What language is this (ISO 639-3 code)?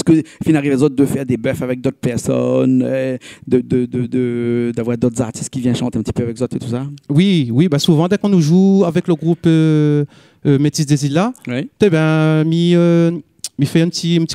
rcf